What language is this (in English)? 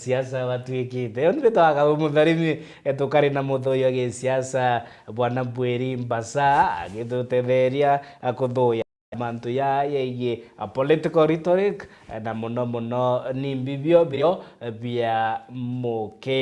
Meru